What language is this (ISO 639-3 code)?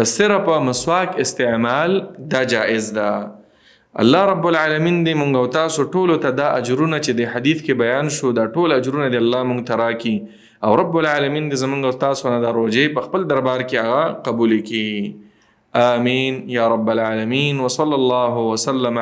pus